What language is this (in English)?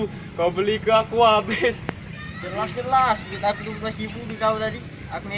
Musi